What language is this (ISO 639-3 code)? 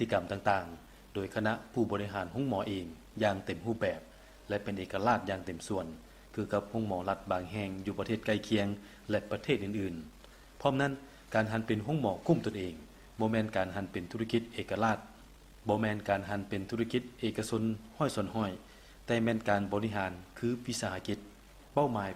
lao